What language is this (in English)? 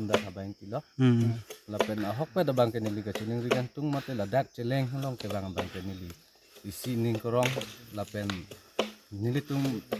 Karbi